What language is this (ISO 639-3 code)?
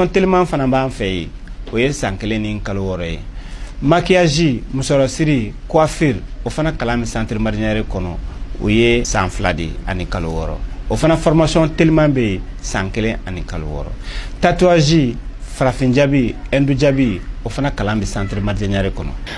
bam